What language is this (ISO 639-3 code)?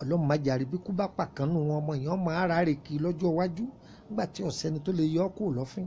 yor